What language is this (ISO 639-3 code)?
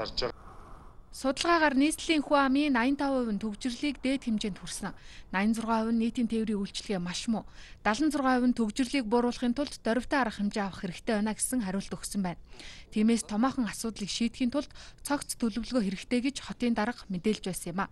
mon